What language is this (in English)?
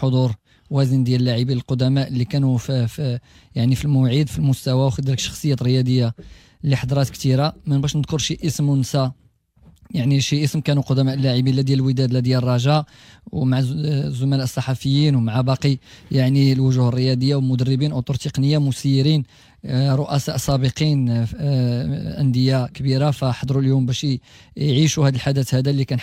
Moroccan Arabic